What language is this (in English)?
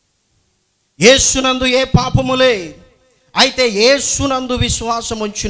Telugu